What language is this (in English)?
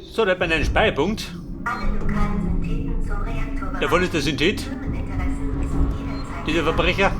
Bavarian